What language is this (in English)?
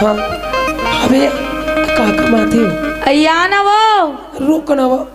Chhattisgarhi